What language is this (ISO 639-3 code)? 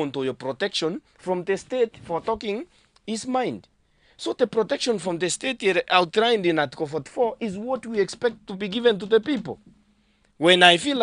guz